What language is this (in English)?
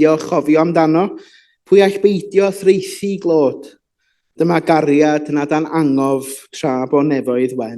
Welsh